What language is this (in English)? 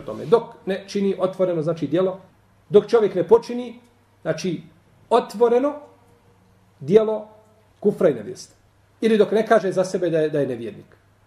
Bosnian